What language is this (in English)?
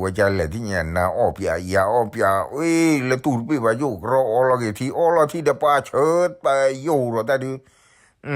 S'gaw Karen